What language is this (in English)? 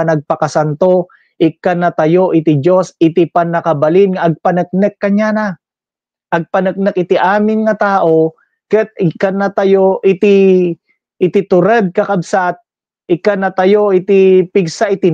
Iloko